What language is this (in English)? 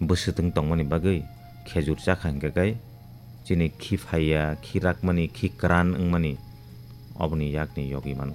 Kok Borok